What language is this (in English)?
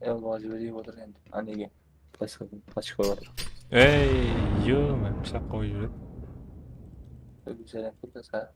Kara-Kalpak